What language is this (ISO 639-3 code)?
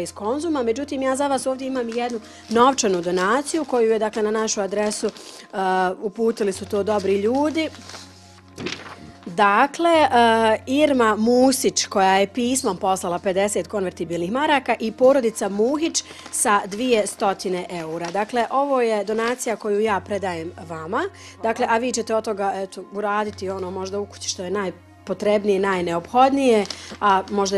bos